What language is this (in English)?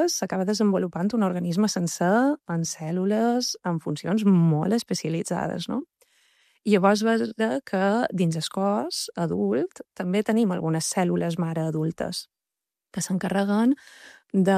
Catalan